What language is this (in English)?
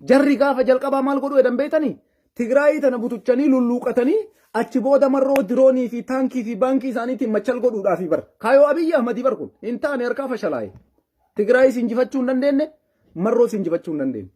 Oromo